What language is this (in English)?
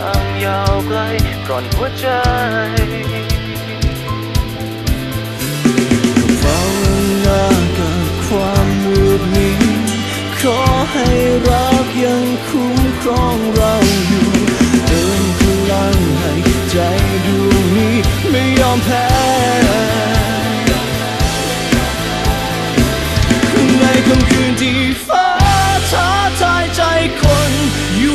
Thai